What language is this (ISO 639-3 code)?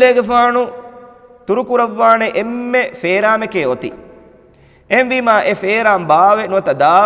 div